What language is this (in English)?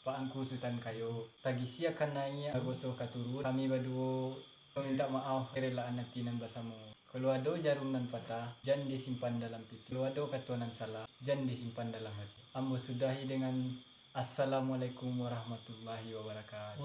Minangkabau